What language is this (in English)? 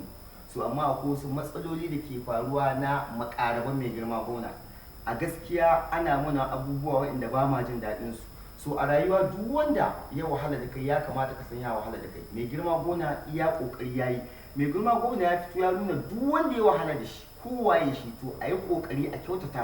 Hausa